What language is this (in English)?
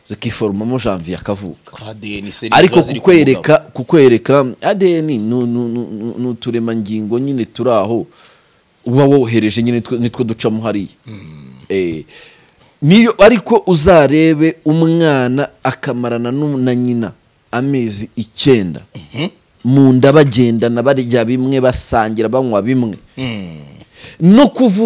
Kinyarwanda